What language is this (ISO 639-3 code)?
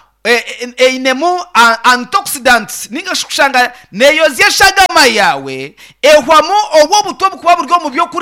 nyn